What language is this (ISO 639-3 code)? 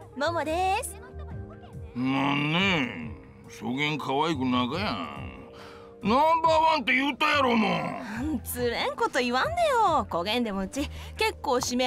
jpn